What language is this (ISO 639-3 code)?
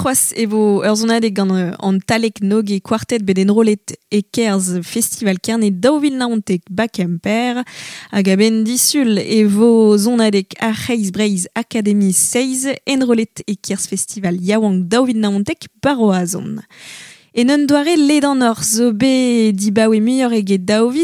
bre